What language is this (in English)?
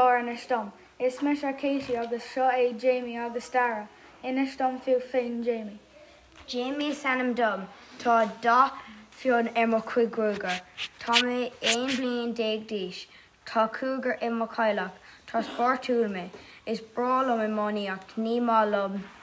Irish